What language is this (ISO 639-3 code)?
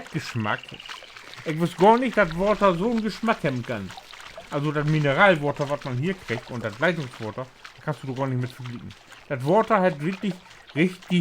nds